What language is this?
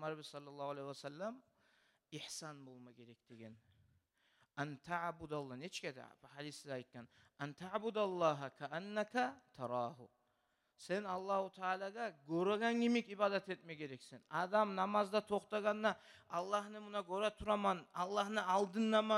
Kumyk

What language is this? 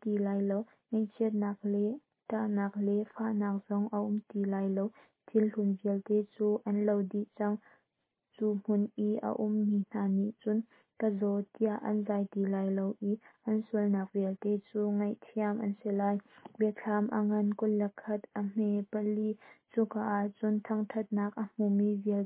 Hakha Chin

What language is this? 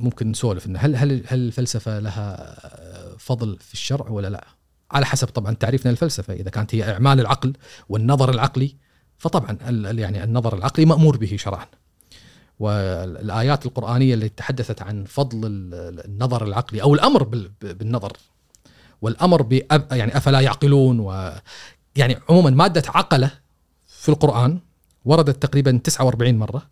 Gulf Arabic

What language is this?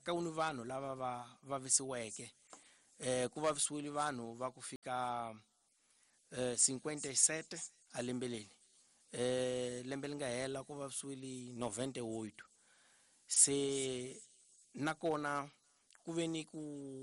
Tsonga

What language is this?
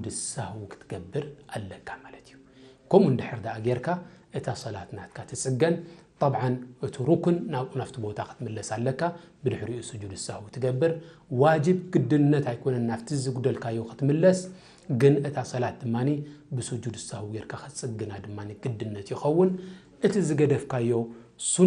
Tigrinya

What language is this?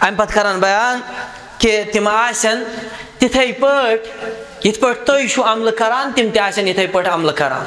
Kashmiri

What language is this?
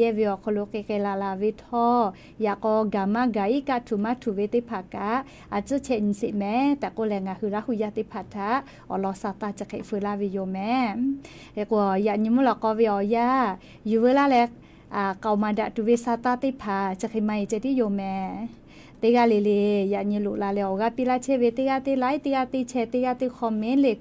Lahu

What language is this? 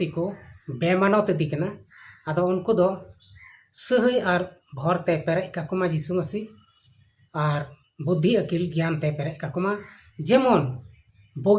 Santali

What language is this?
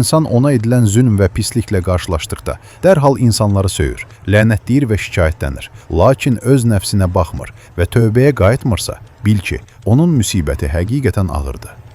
Azerbaijani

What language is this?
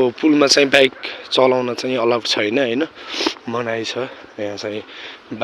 Nepali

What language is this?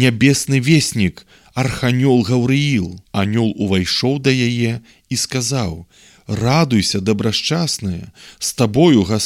Belarusian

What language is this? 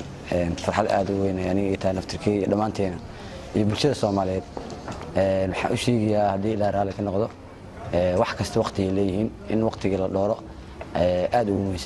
Somali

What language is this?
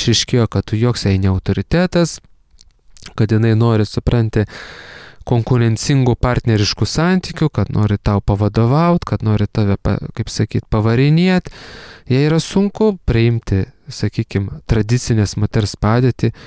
Lithuanian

